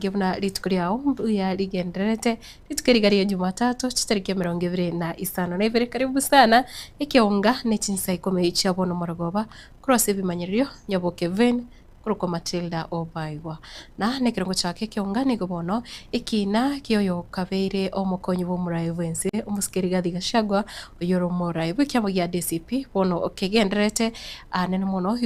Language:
Gusii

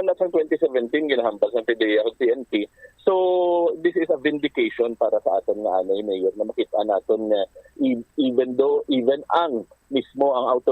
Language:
Hiligaynon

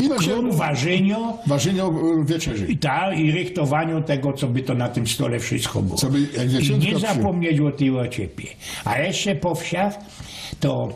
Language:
Silesian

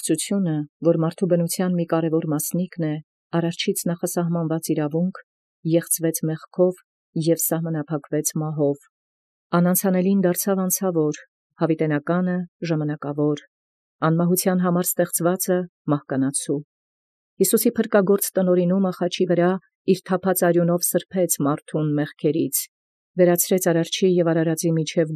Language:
Armenian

